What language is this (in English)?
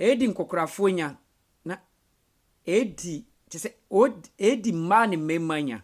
Akan